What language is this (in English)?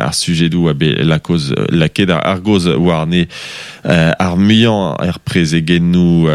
Breton